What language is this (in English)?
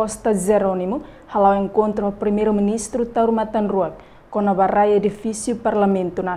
Tetum